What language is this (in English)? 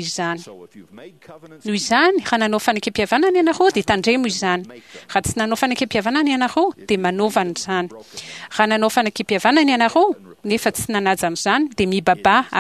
Malagasy